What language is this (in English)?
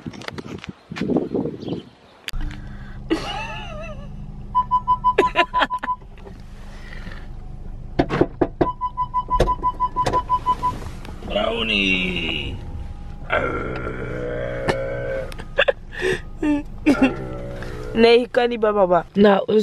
Dutch